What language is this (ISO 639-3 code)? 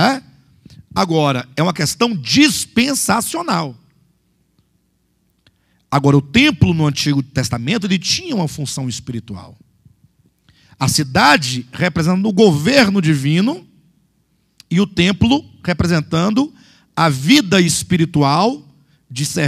por